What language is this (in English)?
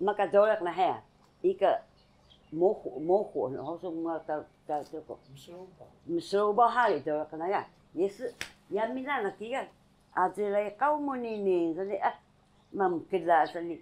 Taroko